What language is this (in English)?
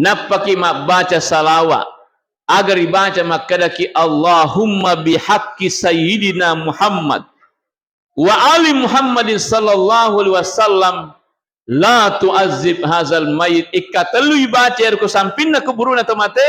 Buginese